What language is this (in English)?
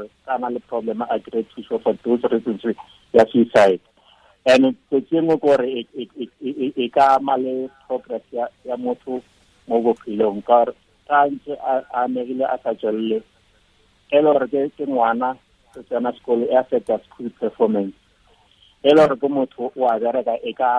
Tswana